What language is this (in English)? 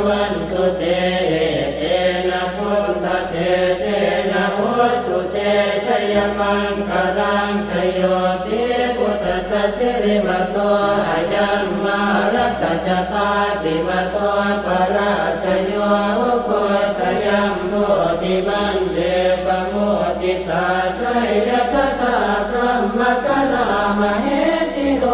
Pali